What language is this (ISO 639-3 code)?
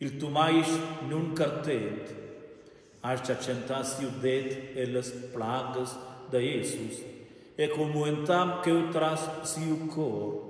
roh